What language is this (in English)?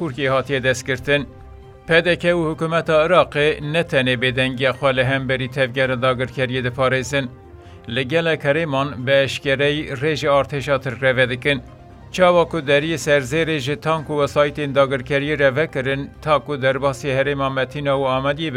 Kurdish